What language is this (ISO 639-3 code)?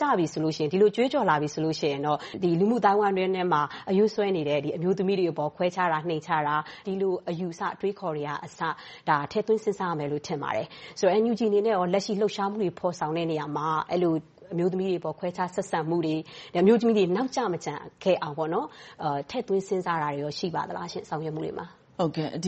mya